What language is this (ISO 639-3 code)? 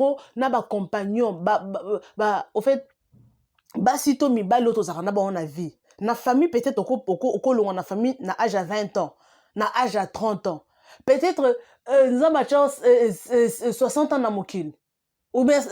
lin